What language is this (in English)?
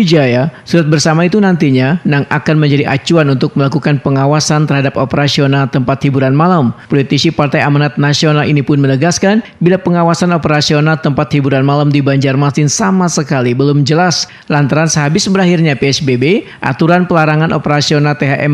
Banjar